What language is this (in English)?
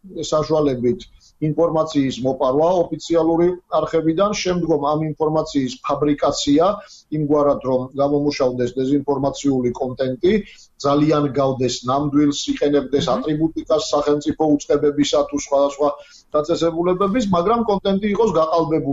Georgian